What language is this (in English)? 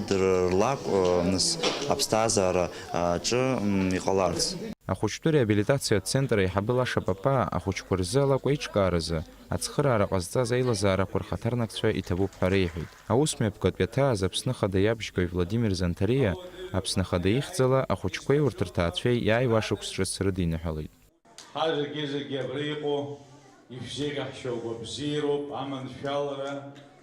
Abkhazian